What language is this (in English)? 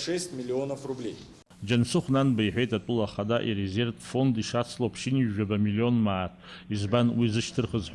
Abkhazian